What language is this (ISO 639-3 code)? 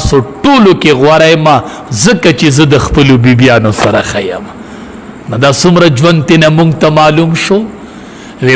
pus